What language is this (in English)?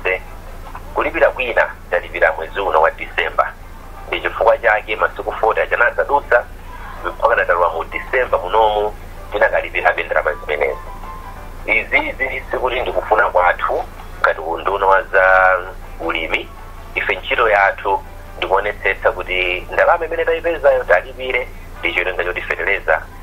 Nyanja